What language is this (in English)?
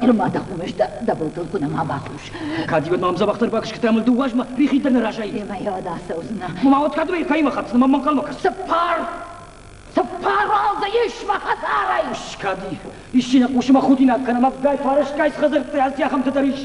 Ossetic